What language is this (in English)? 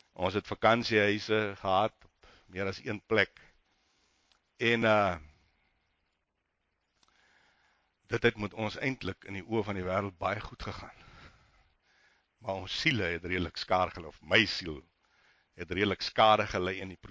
Afrikaans